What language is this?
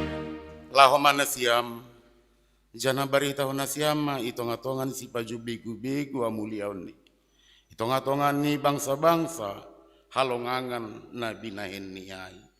Batak Simalungun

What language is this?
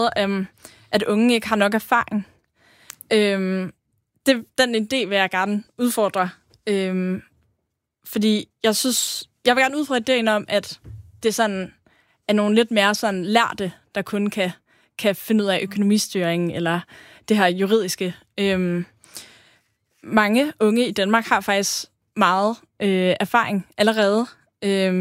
Danish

